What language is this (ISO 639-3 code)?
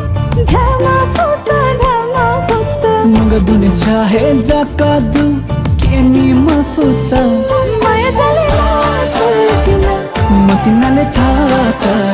new